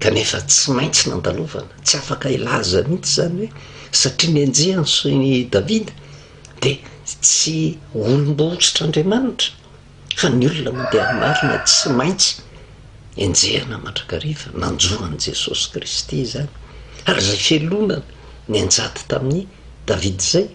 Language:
Malagasy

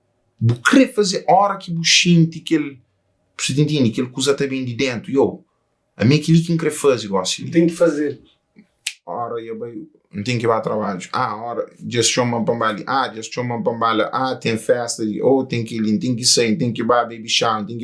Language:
Kabuverdianu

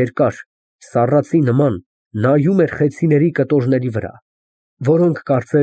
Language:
Armenian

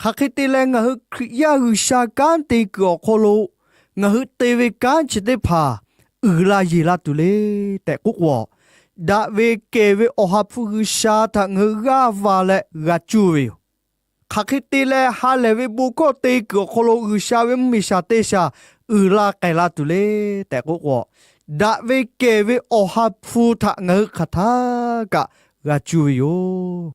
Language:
Lahu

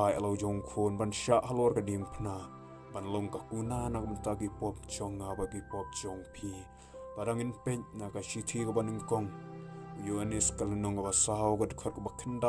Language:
Khasi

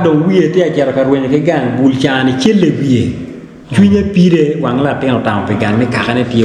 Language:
Acoli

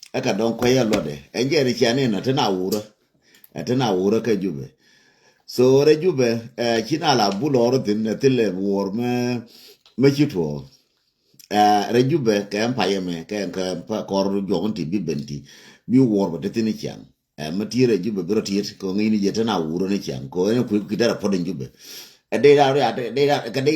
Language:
Nuer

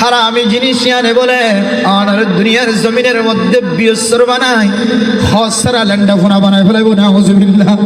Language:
Rohingya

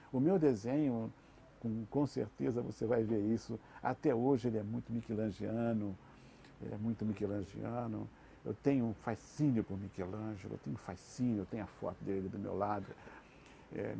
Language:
Portuguese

